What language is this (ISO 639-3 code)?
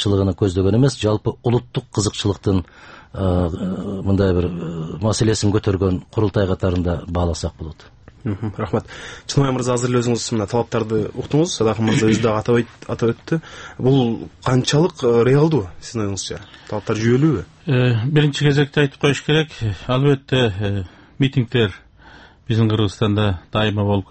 kir